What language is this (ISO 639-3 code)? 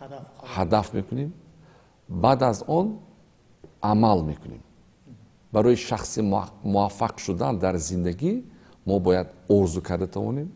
tgk